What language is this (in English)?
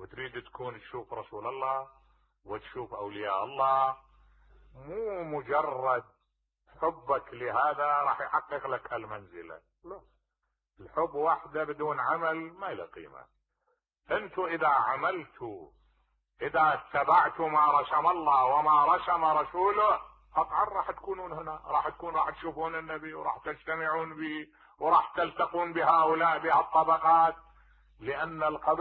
Mesopotamian Arabic